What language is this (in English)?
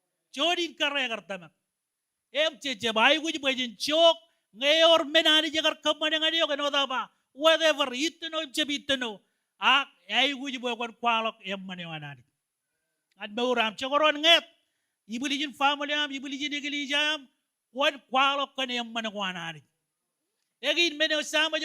Marshallese